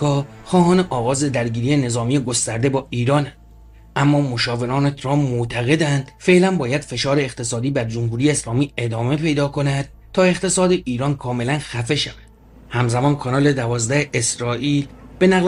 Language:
Persian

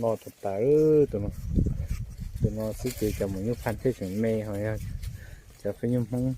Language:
Hmong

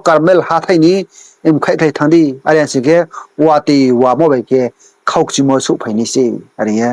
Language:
Riang (India)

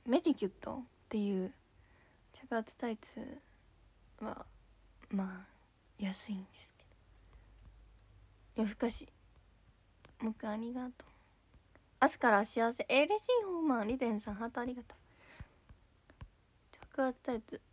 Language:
Japanese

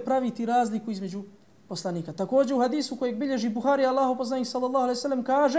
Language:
Bosnian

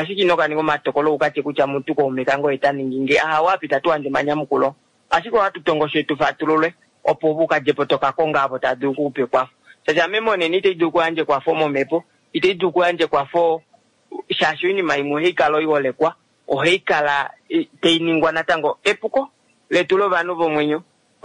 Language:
Kuanyama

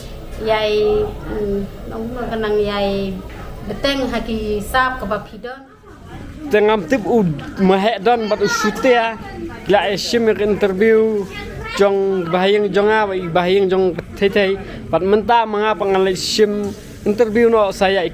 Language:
Khasi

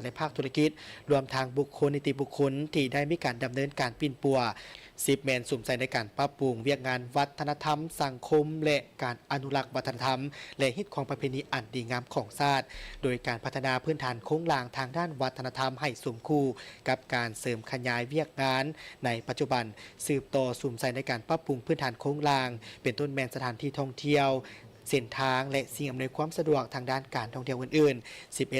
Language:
Lao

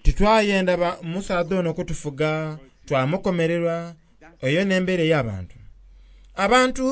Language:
Soga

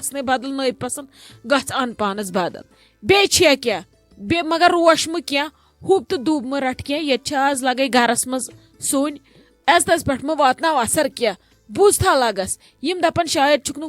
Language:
Kashmiri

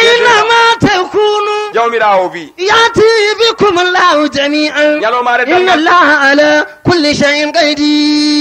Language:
Fula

